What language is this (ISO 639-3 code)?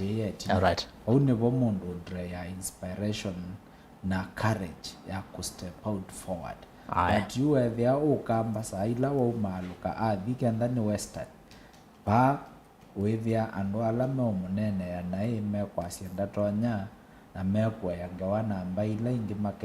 kam